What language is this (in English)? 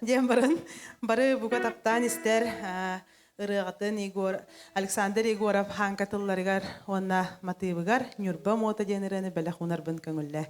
Yakut